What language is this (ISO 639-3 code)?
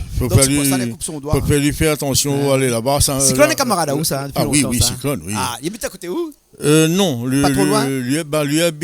rcf